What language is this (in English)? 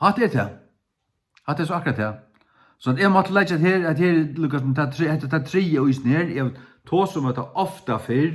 Faroese